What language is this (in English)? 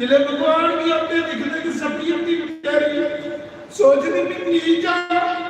Dogri